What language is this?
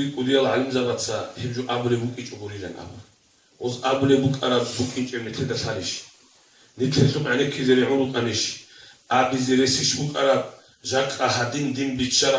Avaric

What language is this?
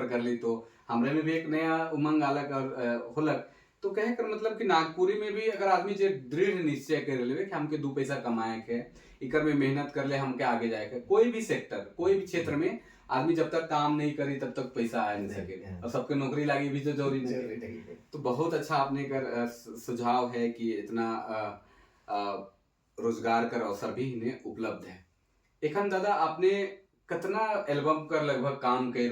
Sadri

